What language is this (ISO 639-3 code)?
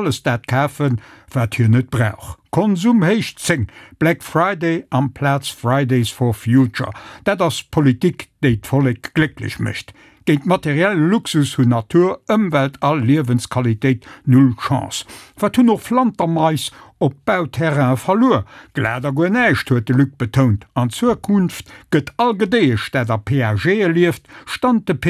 ltz